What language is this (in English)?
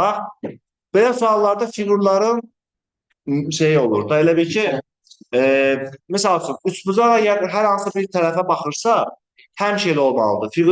Azerbaijani